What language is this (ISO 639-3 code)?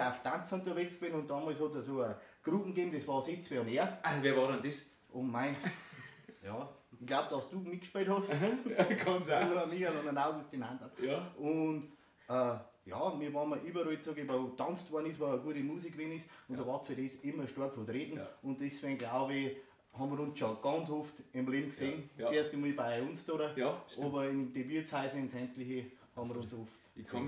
bar